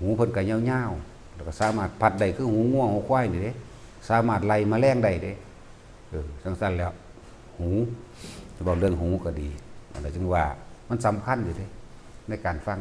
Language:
Northeastern Thai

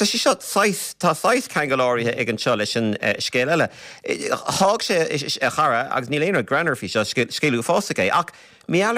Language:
Irish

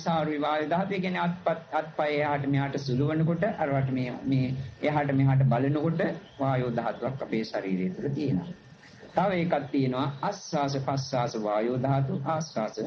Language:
Sinhala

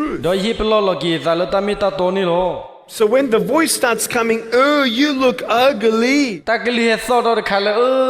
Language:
S'gaw Karen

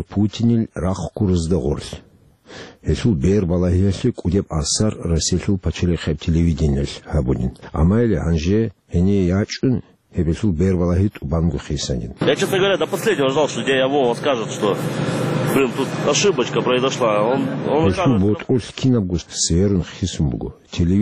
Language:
Avaric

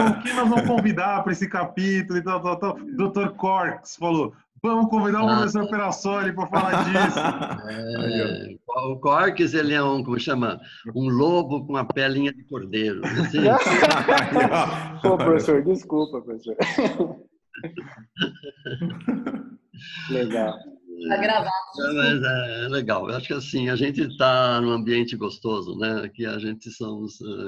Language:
Portuguese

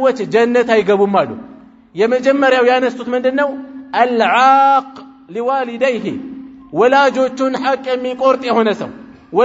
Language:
Amharic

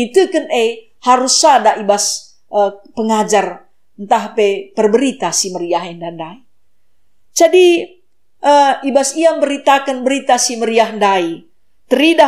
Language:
Batak Karo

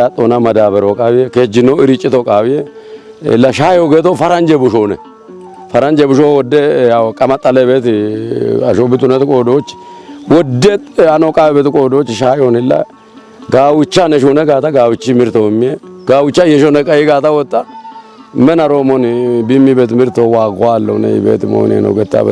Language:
Kafa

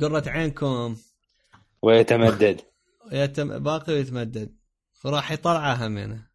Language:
Mesopotamian Arabic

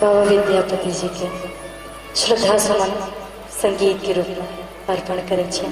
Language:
Maithili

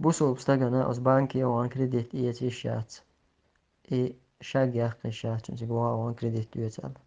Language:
Chechen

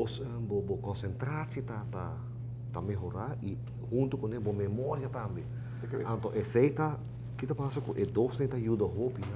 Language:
Papiamento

